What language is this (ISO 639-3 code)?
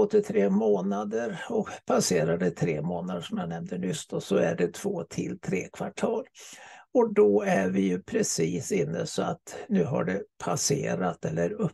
swe